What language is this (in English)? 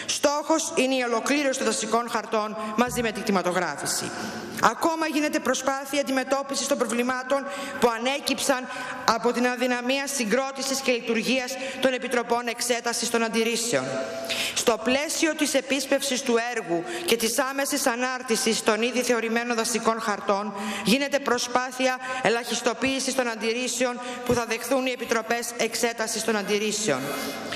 Greek